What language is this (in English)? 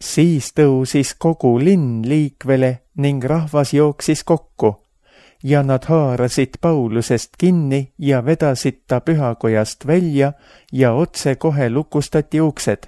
Estonian